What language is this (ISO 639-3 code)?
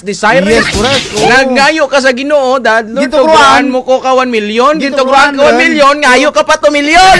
krj